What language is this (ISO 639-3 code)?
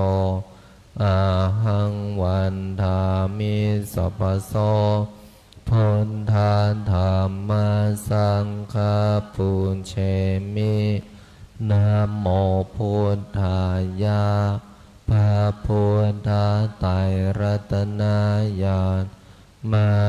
pli